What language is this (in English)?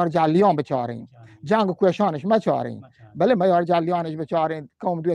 Eastern Balochi